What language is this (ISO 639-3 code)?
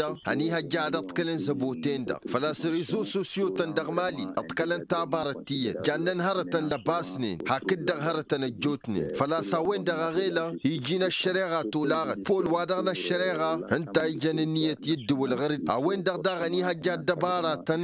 taq